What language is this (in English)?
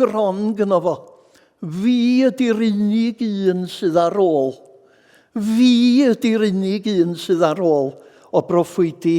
Welsh